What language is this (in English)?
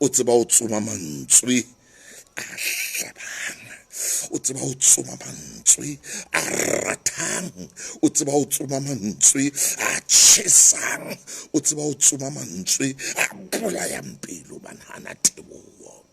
Southern Sotho